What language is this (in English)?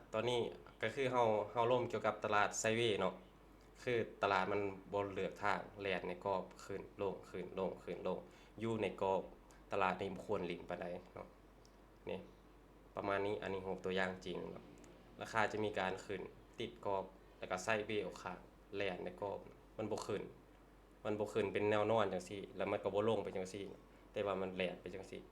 Lao